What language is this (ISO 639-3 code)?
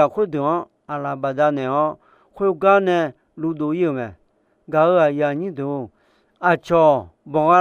ahk